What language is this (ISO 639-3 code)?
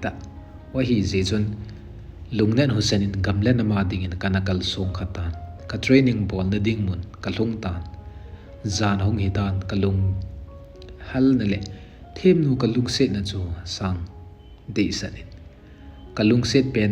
tcz